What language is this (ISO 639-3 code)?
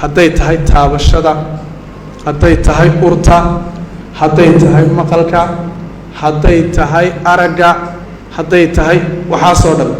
som